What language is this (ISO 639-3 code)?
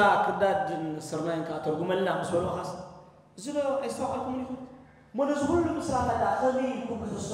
tir